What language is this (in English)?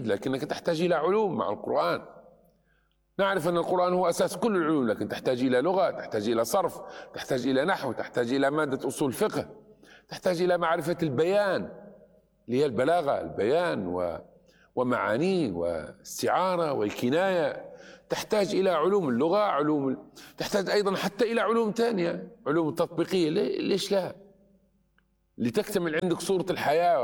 Arabic